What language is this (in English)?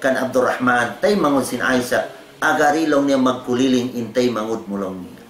Tausug